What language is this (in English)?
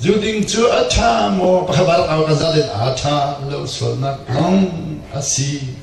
Hakha Chin